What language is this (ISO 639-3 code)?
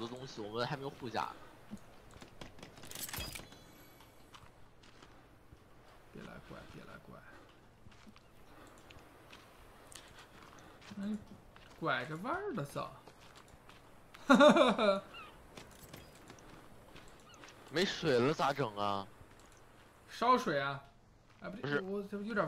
zho